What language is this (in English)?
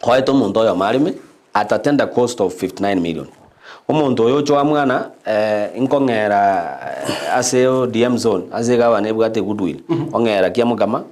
Gusii